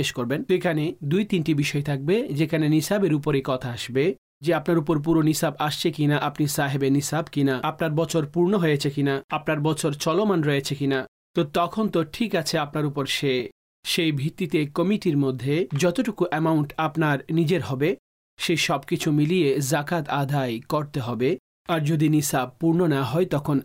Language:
Bangla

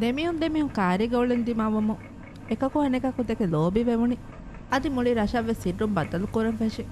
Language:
Divehi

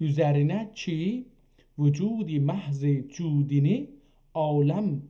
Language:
South Azerbaijani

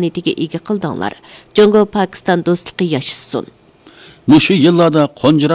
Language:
Uyghur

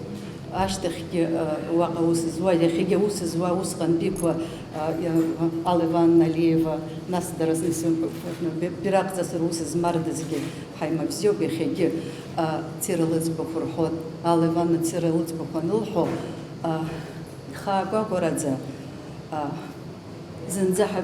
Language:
Abkhazian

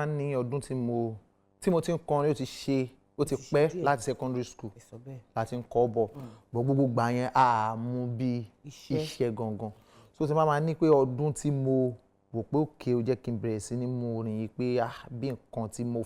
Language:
Yoruba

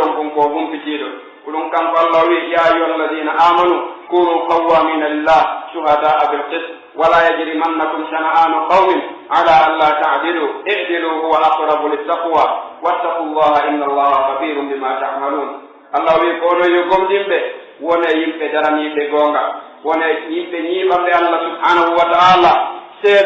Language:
Pular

